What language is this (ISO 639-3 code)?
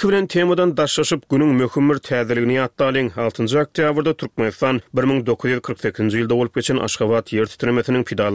tuk